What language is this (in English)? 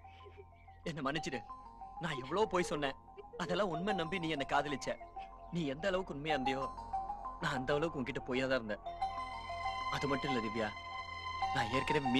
Tamil